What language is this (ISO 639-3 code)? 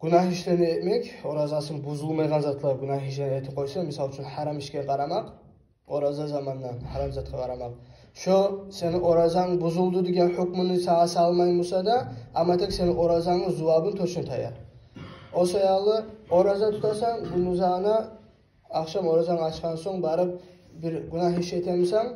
kum